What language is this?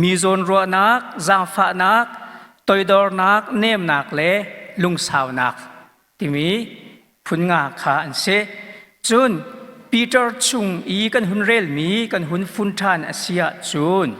Hakha Chin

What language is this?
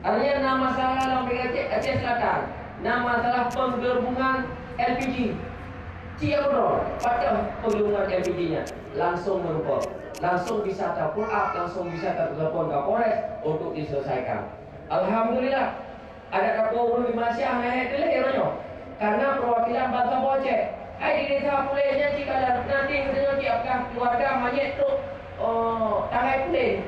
Achinese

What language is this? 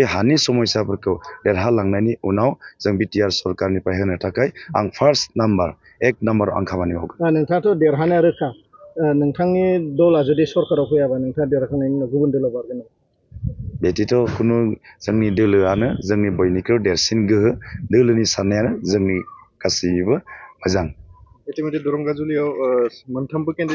Bodo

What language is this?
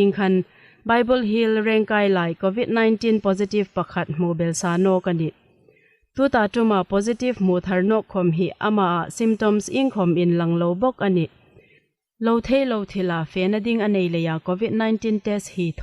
Hmar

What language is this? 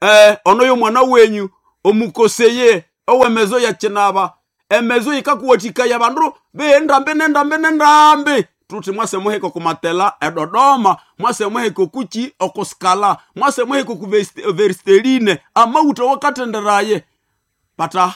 Nande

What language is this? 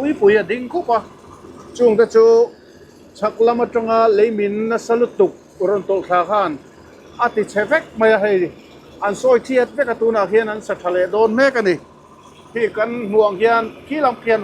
Mizo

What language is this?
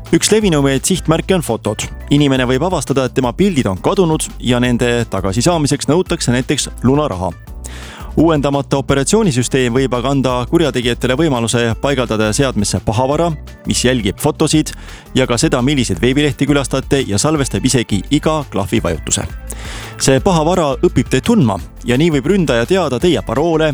Estonian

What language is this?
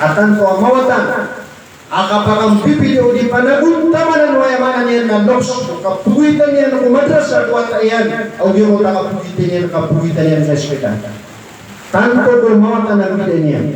Maranao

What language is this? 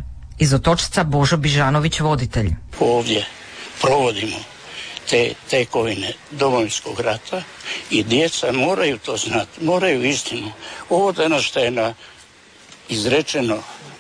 Croatian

